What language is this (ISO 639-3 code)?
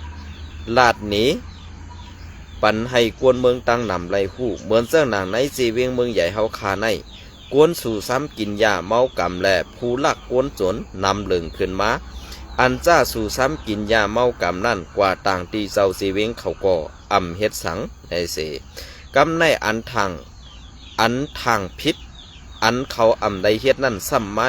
shn